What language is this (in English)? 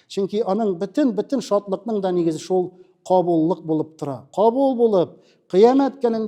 Tatar